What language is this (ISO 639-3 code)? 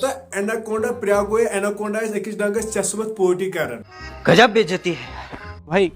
kas